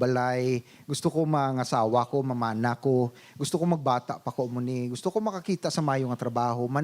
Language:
Hiligaynon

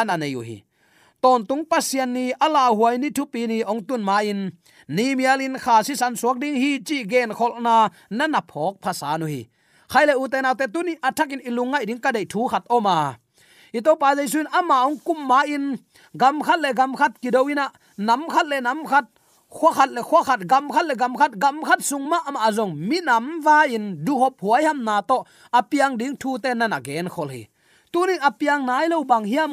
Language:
Tedim Chin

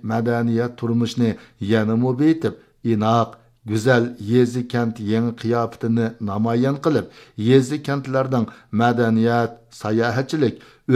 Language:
Uyghur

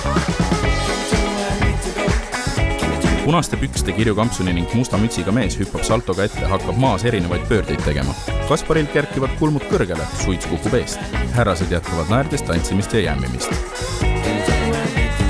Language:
Estonian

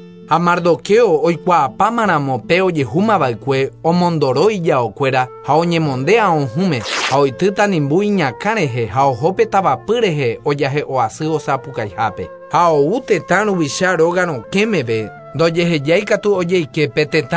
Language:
Guarani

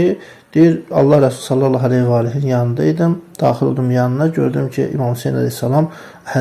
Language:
Azerbaijani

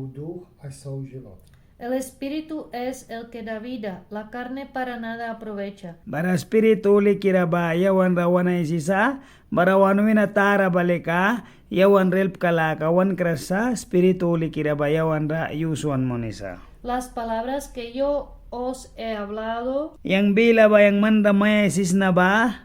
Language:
Mískito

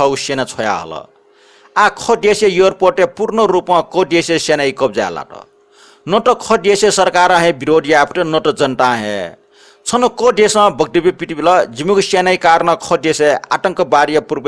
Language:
Newari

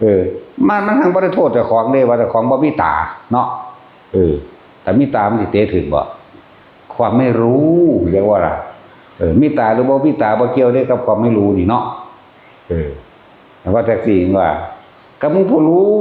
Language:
Northeastern Thai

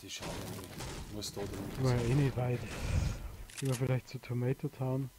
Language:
Bavarian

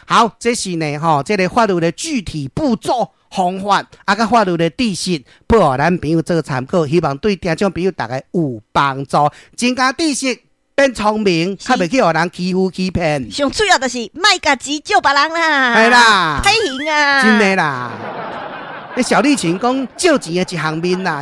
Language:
Min Nan Chinese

